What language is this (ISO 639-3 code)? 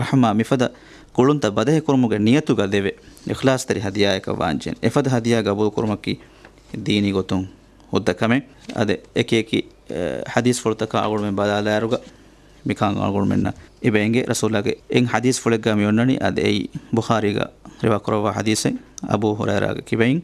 div